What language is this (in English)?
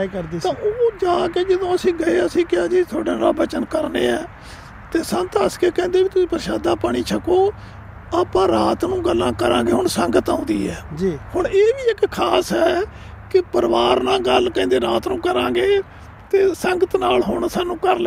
Punjabi